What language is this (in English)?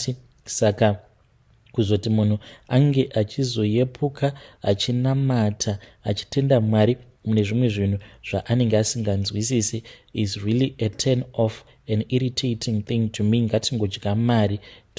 Shona